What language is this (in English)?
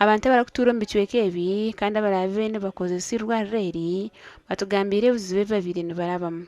Nyankole